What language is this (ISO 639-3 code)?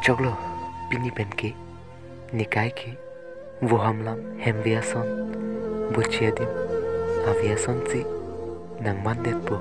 mjw